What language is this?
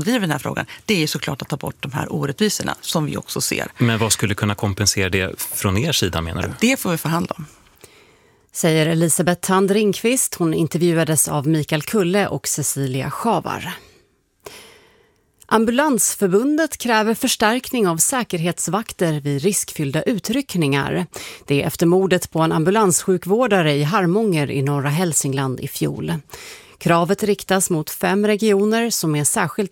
Swedish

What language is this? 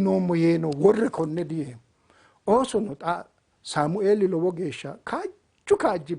Sidamo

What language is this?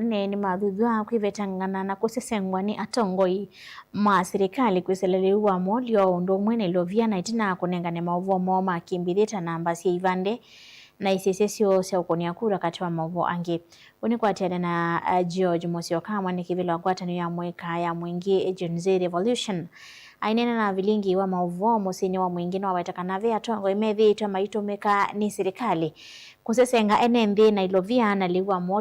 Kamba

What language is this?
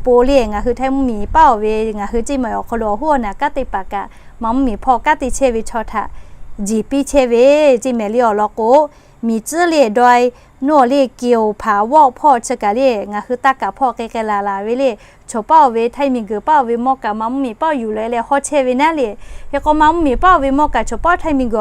Lahu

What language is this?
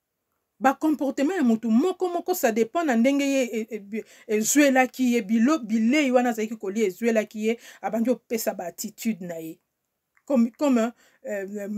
Lingala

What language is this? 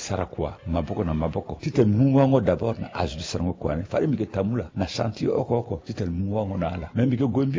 Sango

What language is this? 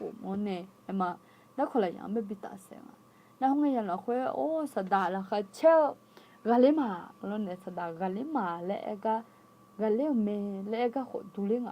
Akha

